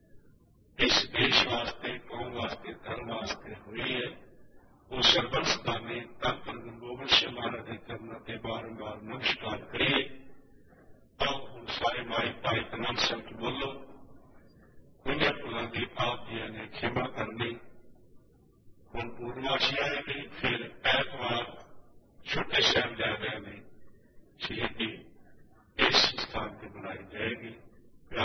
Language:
Punjabi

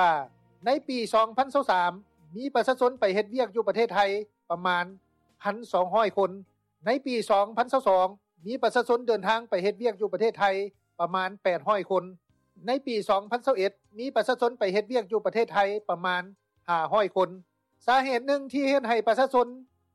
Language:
Lao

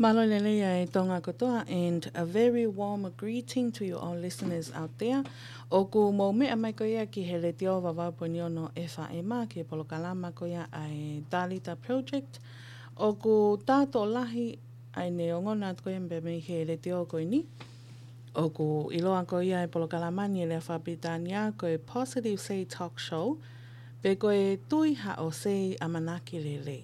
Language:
Tongan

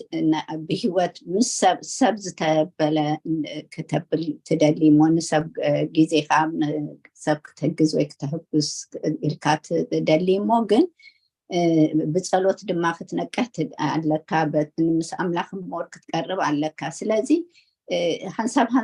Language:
Tigrinya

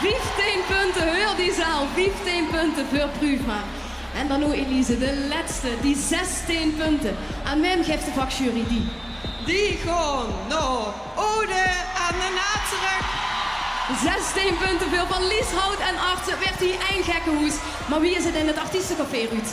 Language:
Limburgish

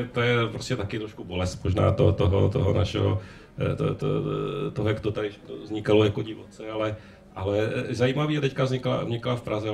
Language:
Czech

